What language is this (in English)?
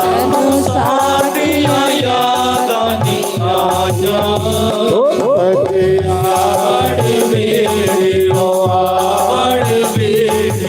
Dogri